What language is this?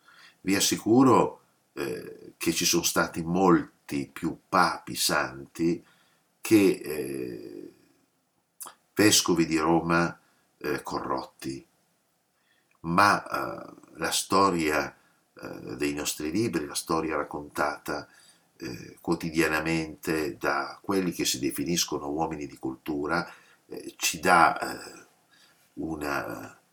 Italian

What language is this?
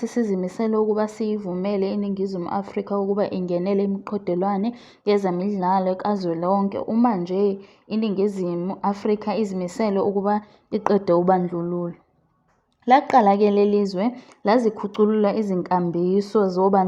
Zulu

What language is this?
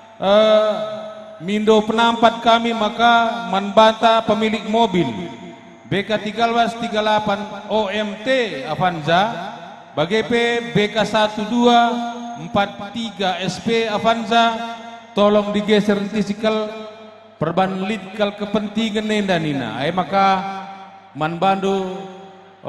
Batak Karo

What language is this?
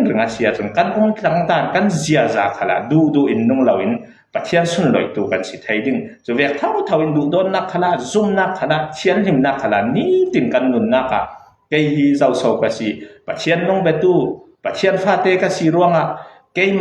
Falam Chin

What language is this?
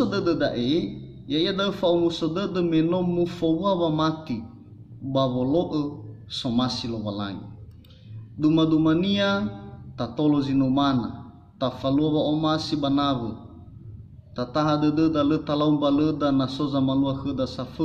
Nias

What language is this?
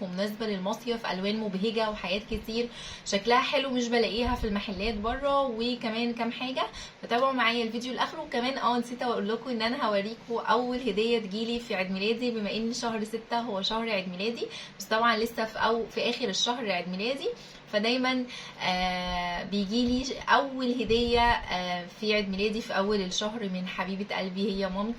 Egyptian Arabic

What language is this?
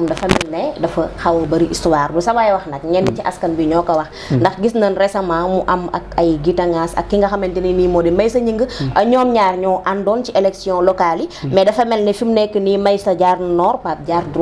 Wolof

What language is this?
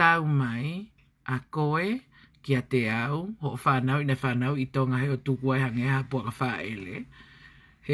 Tongan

